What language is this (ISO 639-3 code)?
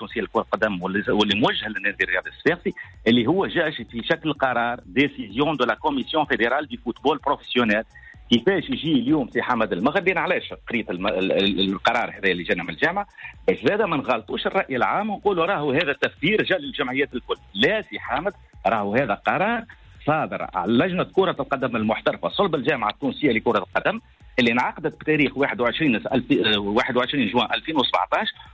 aeb